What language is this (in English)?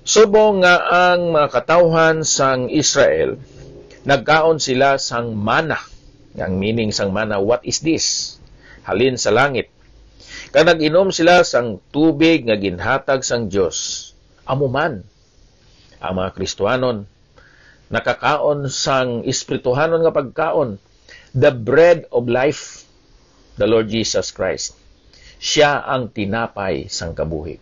Hiligaynon